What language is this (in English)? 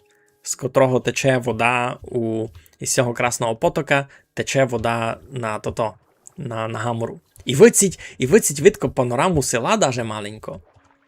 Rusyn